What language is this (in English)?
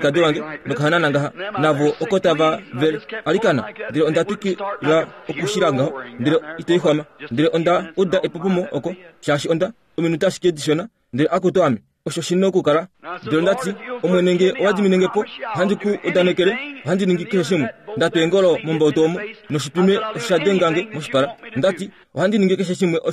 Kuanyama